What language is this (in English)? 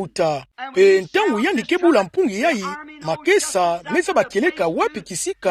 Kituba (Democratic Republic of Congo)